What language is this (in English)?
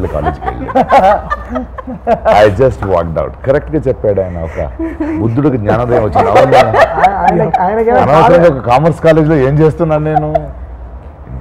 Telugu